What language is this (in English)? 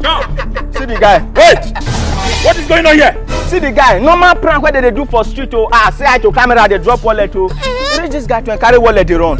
Nigerian Pidgin